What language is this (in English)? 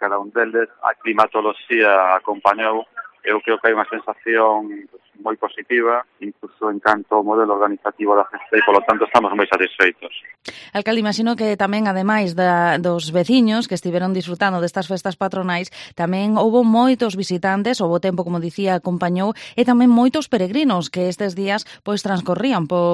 Galician